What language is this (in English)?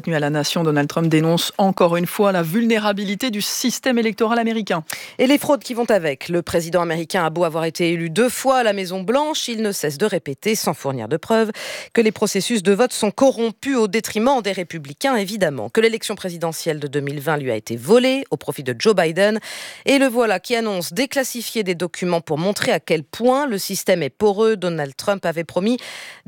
French